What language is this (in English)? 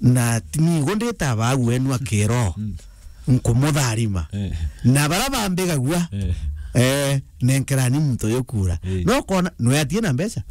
Meru